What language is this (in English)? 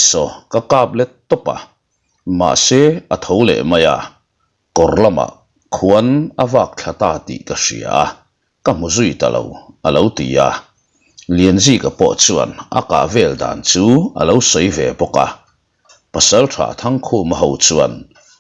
Mizo